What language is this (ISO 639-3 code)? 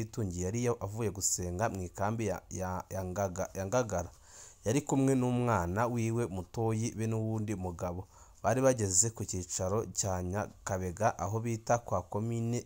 run